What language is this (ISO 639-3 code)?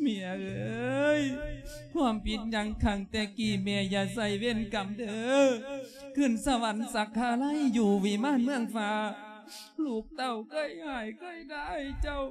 lao